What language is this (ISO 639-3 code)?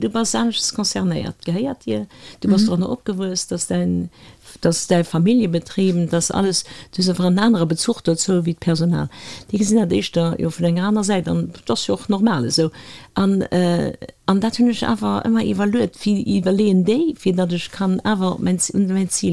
ltz